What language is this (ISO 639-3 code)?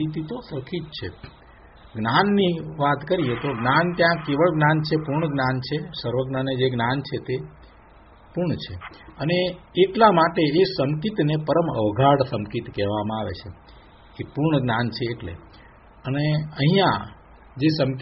guj